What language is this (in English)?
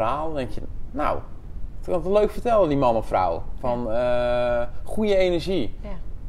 Dutch